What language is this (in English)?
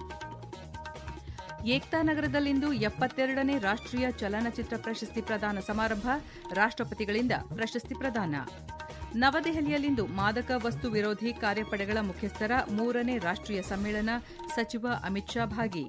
Kannada